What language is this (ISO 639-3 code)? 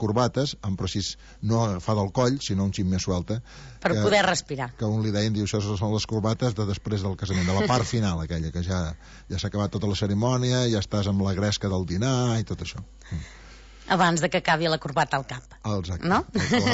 cat